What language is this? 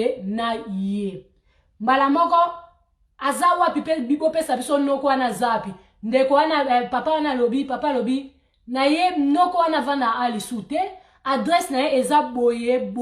Lingala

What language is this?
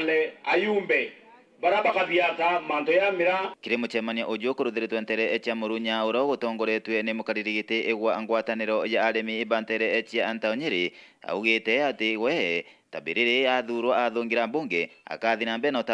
Meru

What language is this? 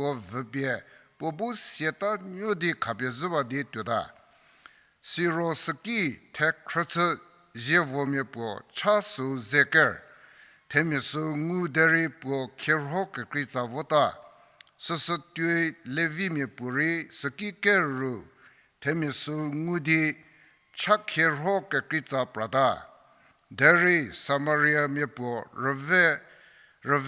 Angami Naga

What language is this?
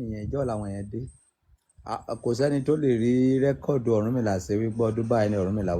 Yoruba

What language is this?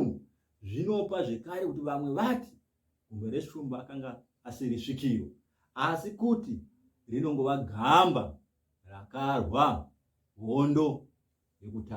Shona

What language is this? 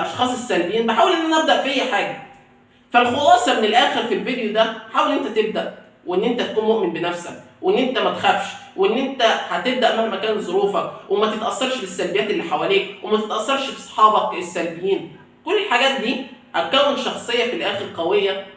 Egyptian Arabic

